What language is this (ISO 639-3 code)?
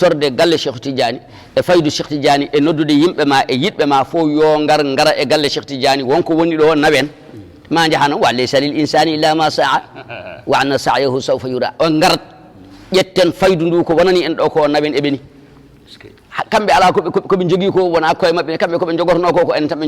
ful